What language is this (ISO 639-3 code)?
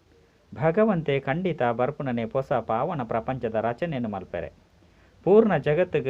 tcy